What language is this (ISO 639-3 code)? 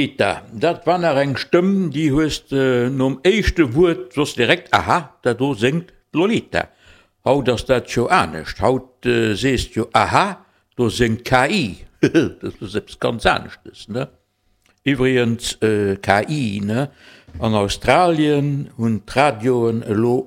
ltz